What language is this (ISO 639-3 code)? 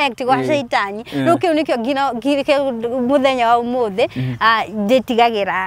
kik